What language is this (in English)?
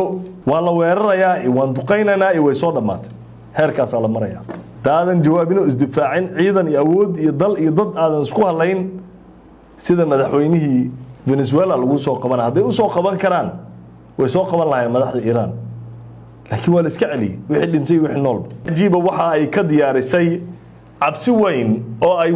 Somali